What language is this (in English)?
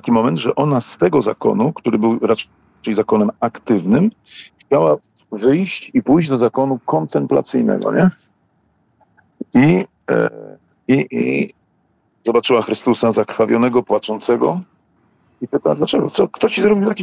Polish